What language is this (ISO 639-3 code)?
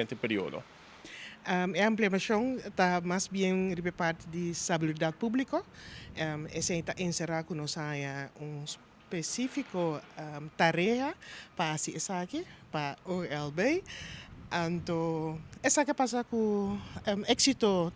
pap